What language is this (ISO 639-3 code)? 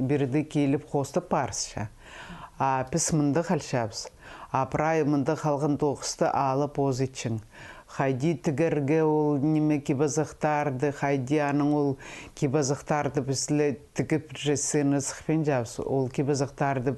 kjh